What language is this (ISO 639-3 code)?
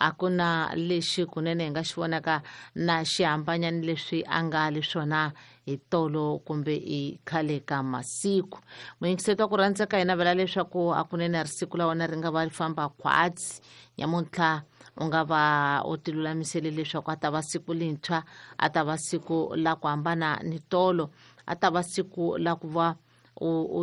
tso